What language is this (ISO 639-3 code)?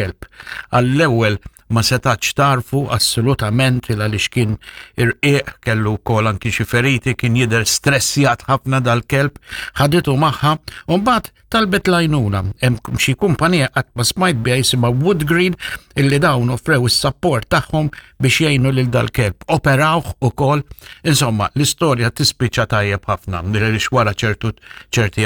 mlt